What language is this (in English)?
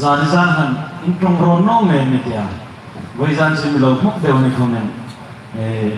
Hmar